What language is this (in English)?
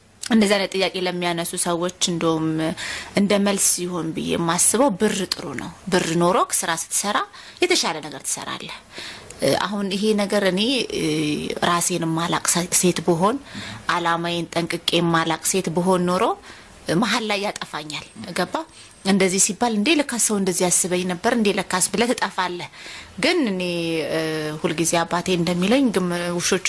Amharic